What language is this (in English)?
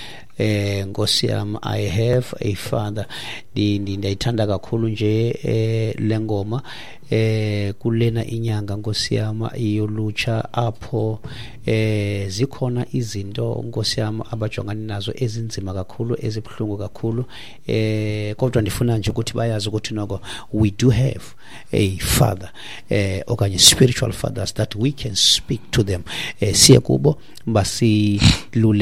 Xhosa